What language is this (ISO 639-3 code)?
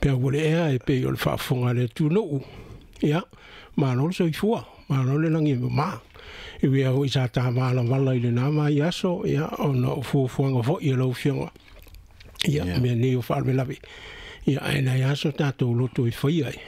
smo